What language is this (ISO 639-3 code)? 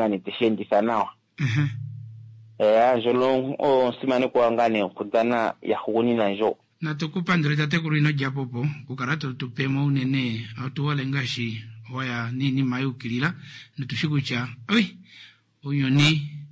kua